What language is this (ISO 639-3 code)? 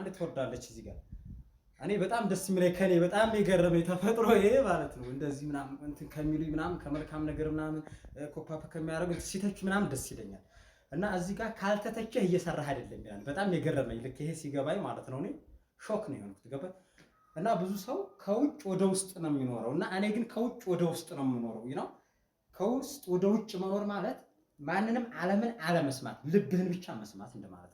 amh